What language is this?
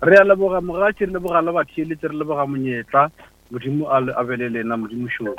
Northern Sotho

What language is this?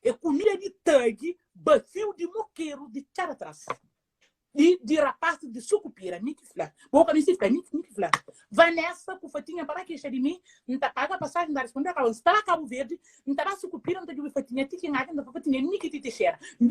Kabuverdianu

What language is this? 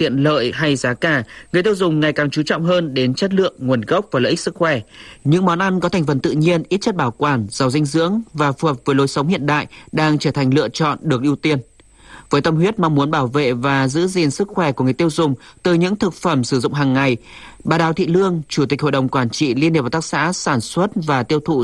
Vietnamese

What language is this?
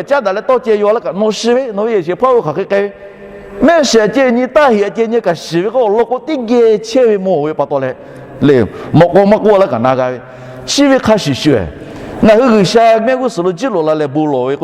Lahu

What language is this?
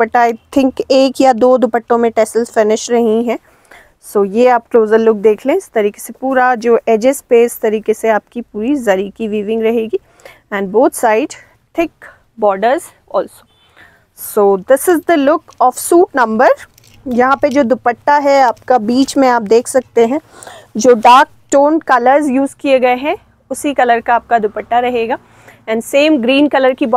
Hindi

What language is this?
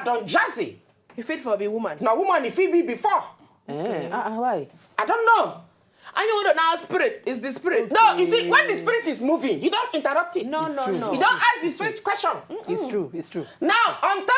Nigerian Pidgin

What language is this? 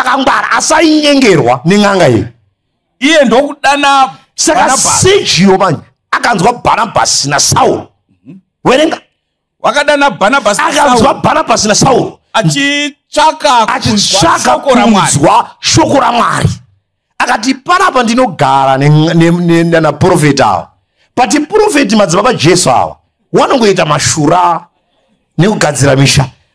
Shona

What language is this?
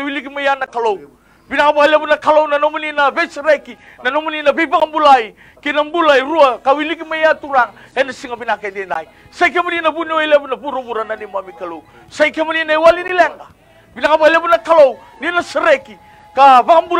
Fijian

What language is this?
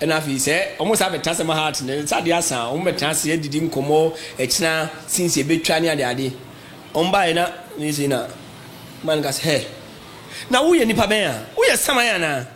Akan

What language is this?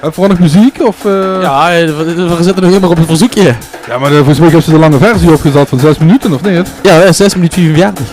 Limburgish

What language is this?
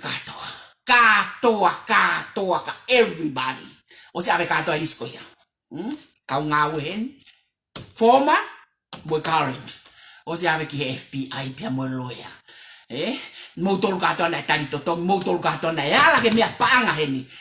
Tongan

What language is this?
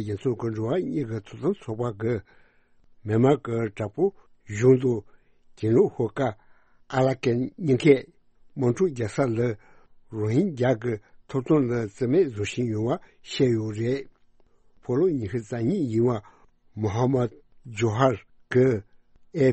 Tibetan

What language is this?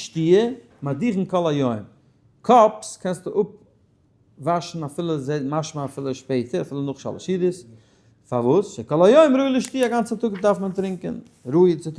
Yiddish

